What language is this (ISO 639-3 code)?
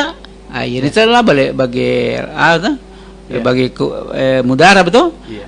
bug